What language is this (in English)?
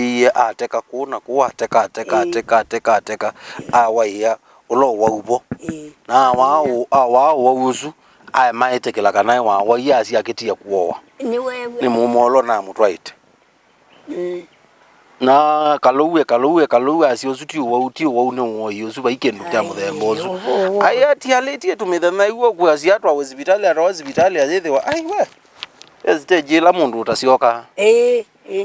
Kamba